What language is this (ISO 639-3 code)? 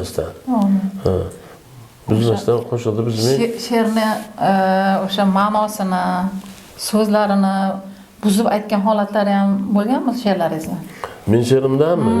uzb